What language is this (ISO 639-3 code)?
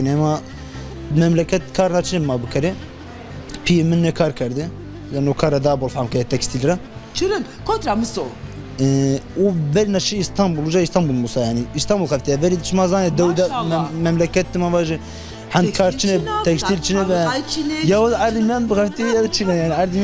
zza